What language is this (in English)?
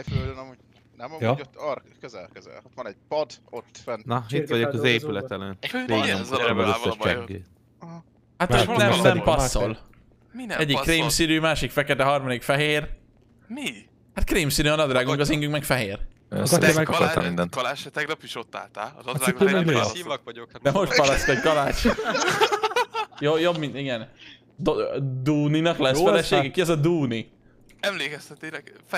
Hungarian